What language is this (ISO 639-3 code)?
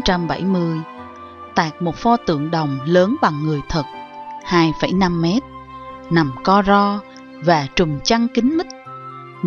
vie